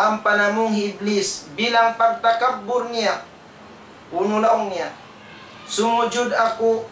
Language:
Tausug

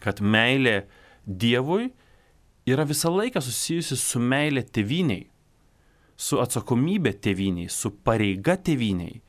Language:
Lithuanian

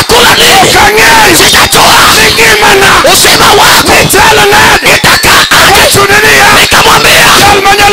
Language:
Luo (Kenya and Tanzania)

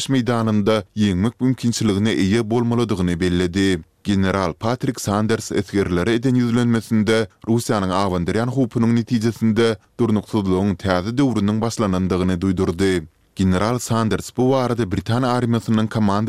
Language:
Turkmen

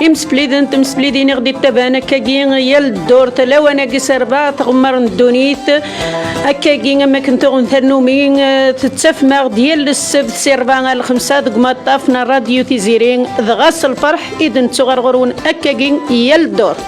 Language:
Kabyle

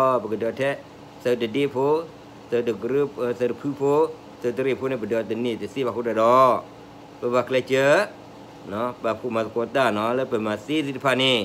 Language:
S'gaw Karen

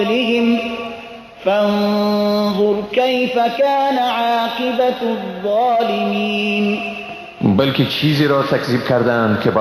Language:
Persian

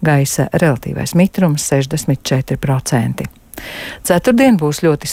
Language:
Latvian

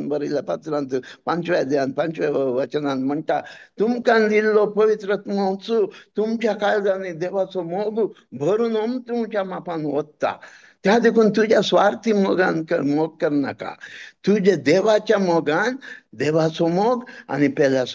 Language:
Konkani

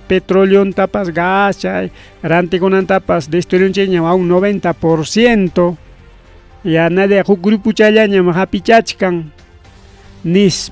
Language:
Ayacucho Quechua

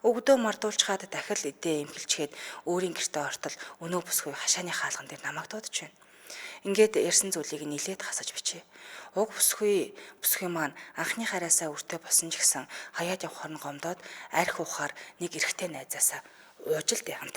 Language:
Mongolian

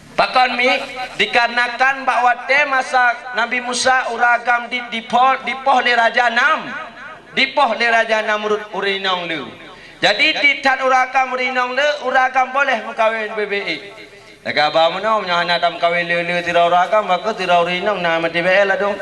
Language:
Achinese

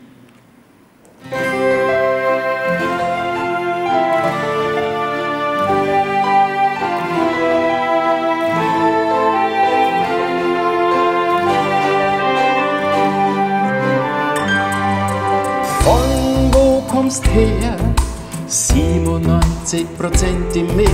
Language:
German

